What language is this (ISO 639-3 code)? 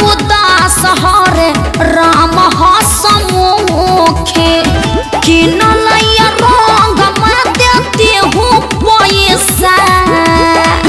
bho